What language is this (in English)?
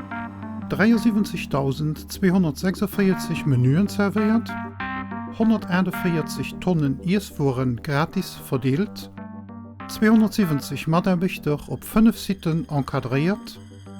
Luxembourgish